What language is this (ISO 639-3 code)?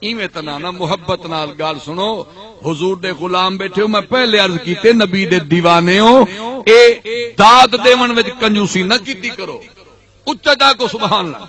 skr